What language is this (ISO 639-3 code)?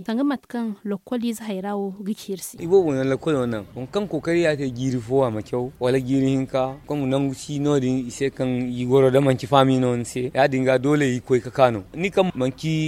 dje